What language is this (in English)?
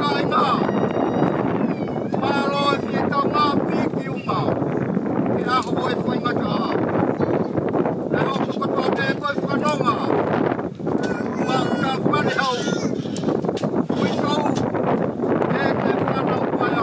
Tongan